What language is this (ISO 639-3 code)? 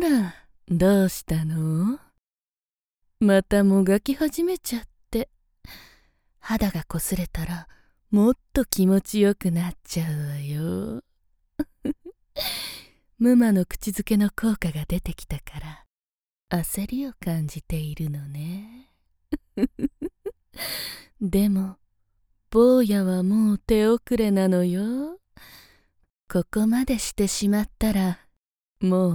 jpn